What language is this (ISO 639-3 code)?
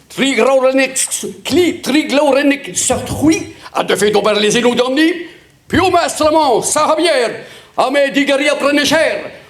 bre